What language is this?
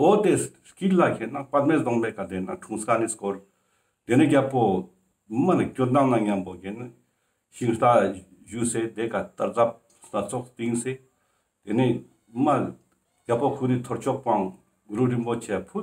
Ladakhi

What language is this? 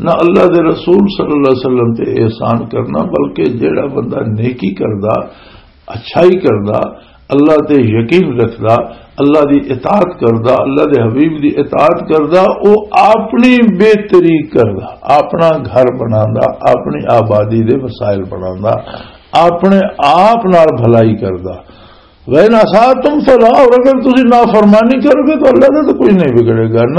Western Panjabi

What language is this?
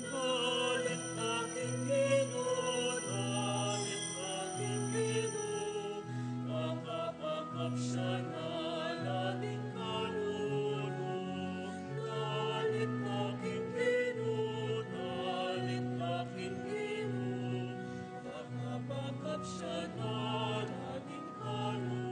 Pampanga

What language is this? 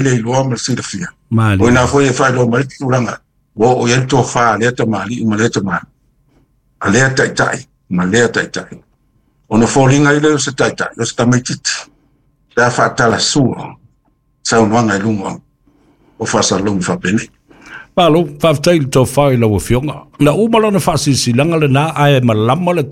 Samoan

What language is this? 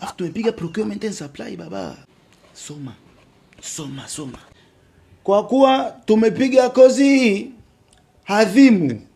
Swahili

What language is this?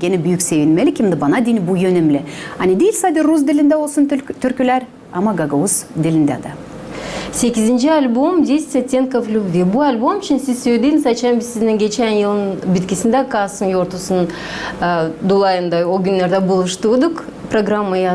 Gagauz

